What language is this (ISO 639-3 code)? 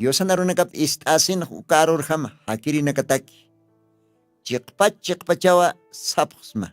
aym